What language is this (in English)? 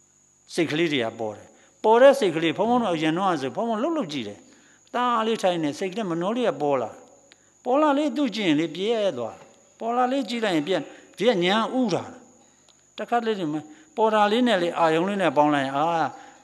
Burmese